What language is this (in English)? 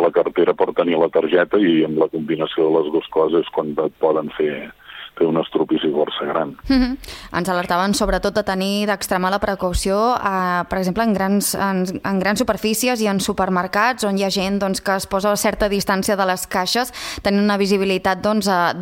Catalan